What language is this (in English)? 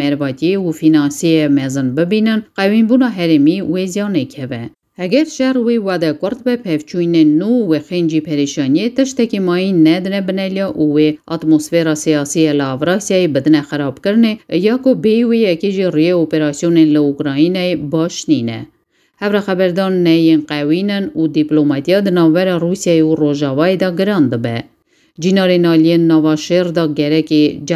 Kurdish